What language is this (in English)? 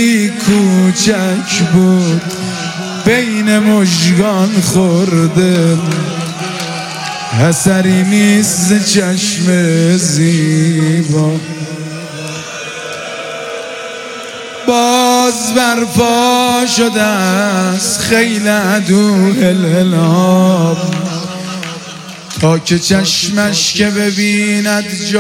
Persian